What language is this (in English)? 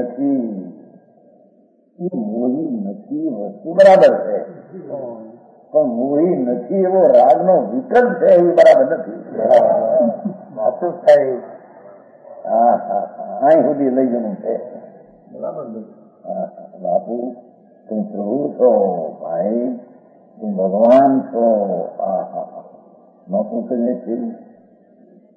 Gujarati